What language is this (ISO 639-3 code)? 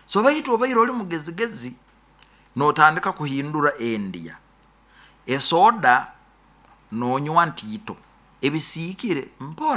nyo